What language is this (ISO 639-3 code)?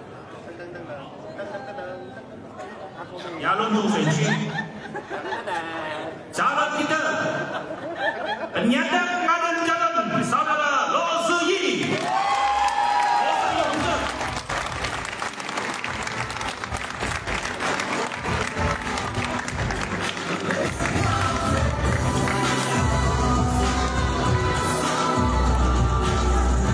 msa